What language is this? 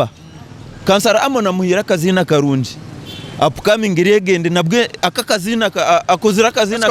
Nyankole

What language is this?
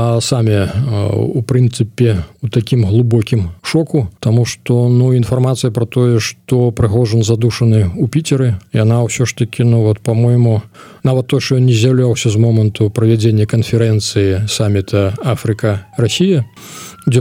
Belarusian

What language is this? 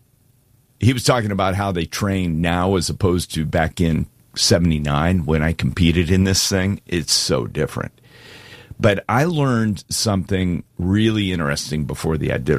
English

